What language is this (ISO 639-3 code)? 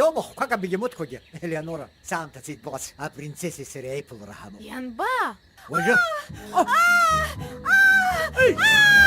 abk